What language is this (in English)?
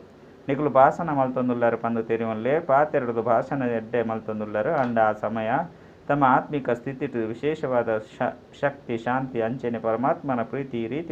Tulu